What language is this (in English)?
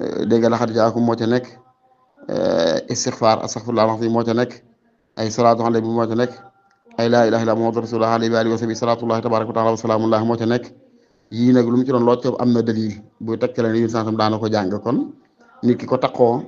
Wolof